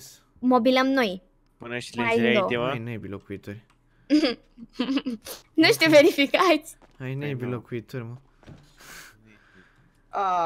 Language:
Romanian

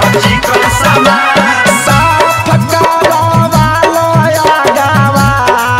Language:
Bhojpuri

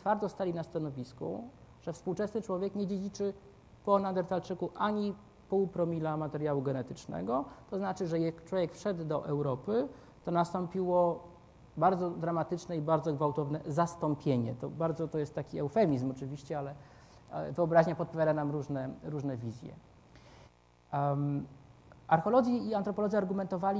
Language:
Polish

